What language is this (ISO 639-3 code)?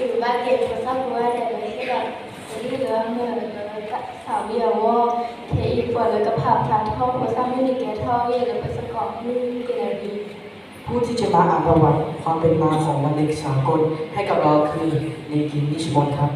ksw